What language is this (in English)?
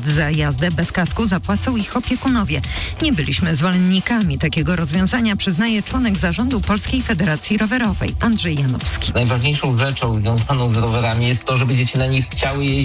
Polish